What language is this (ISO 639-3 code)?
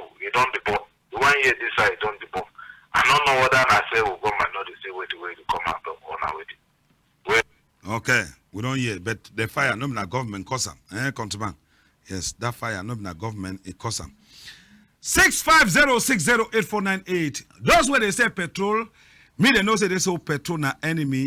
wes